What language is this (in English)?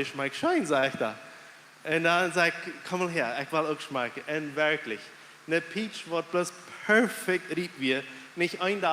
Plautdietsch